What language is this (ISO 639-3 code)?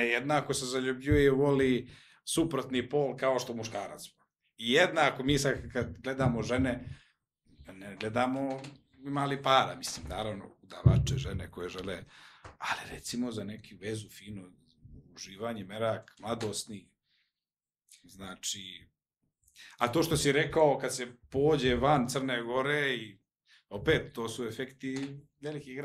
srp